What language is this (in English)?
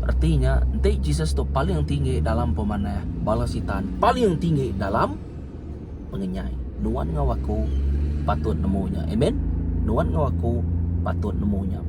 Iban